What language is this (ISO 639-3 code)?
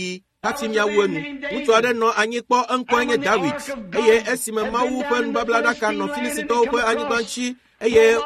ewe